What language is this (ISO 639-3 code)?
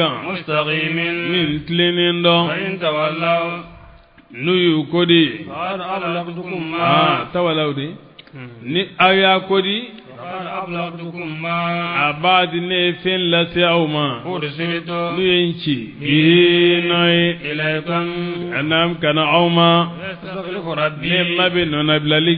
bam